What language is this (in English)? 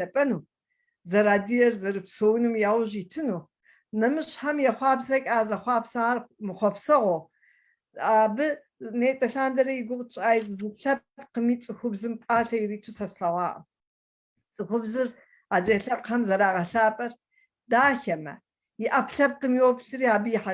Kabardian